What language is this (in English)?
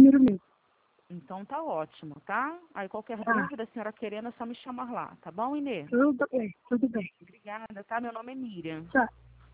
Portuguese